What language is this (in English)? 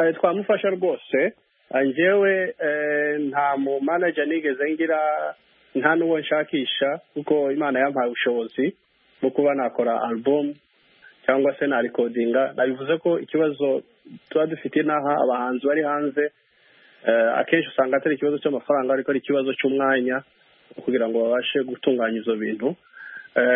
Kinyarwanda